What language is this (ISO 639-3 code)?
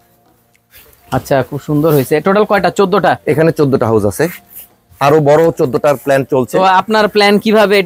ben